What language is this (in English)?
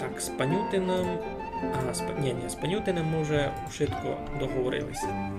Rusyn